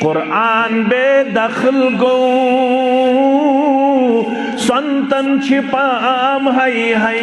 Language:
Kashmiri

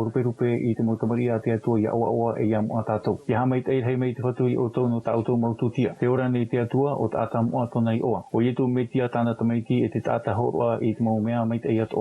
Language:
Tahitian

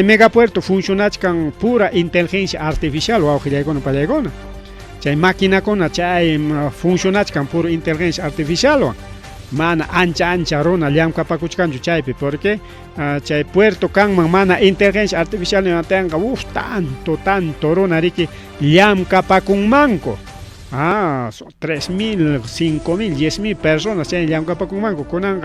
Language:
Ayacucho Quechua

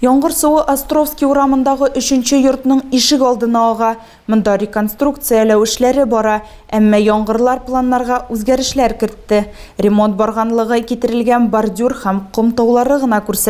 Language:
Tatar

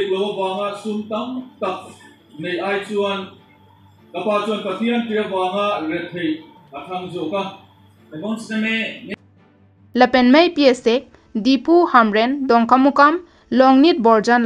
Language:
Karbi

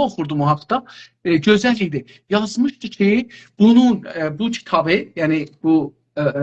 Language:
South Azerbaijani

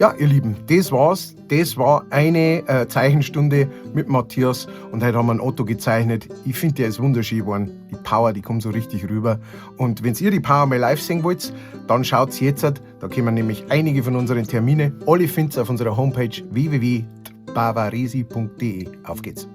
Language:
Bavarian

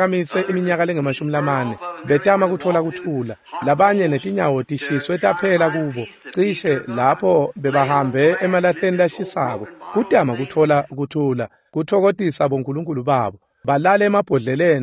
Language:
Swati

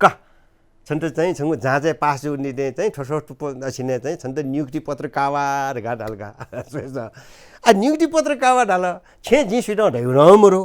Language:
Newari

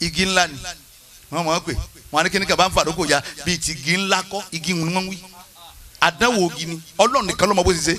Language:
Yoruba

